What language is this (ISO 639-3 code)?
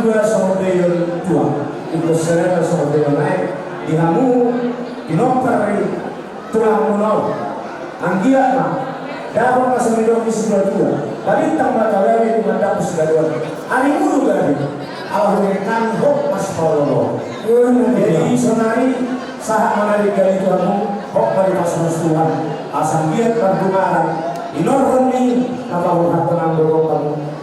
bbc